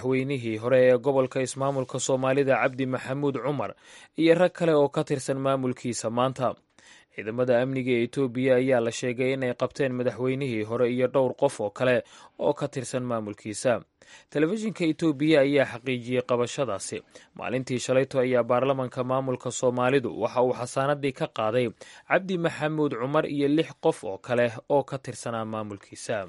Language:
Somali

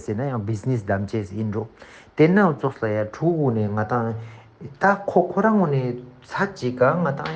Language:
Ladakhi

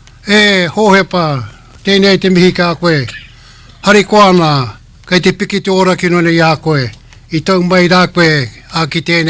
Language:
Māori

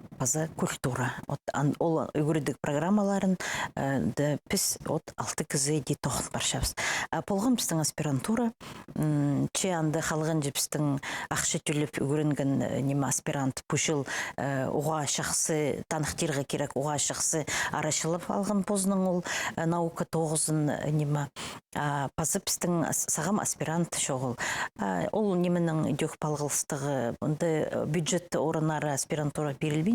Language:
Khakas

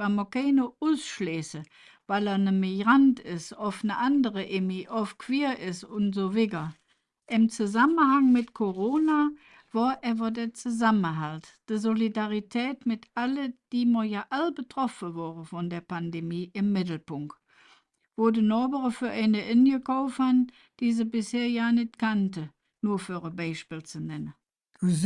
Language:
Colognian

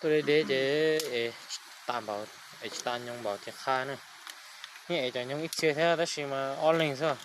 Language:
Hmong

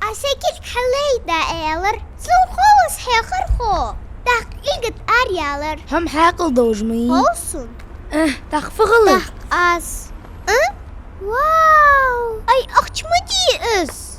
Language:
Ingush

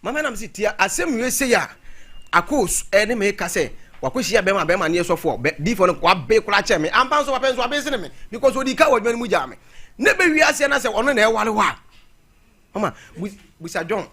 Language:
Akan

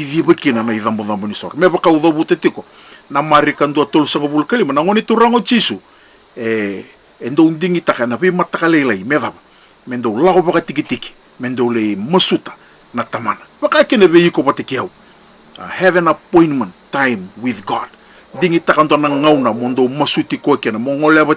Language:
Fijian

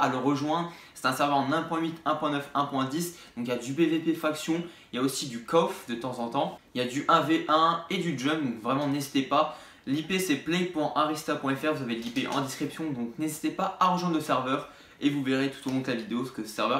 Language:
French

